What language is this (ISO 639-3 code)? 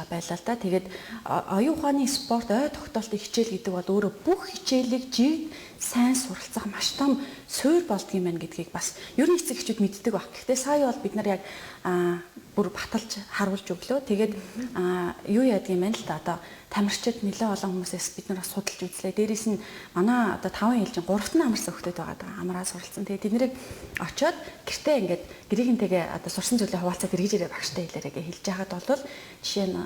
mon